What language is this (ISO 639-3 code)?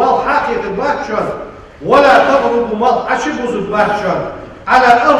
inh